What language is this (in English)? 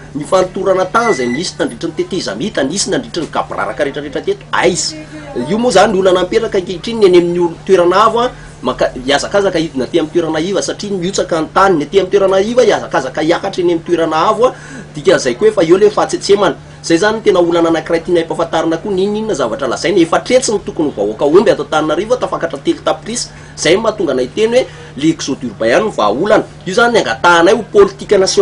Malagasy